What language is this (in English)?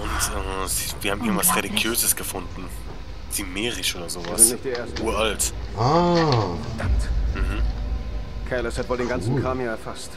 Swiss German